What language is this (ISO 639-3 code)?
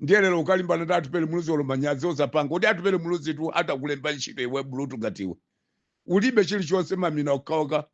nya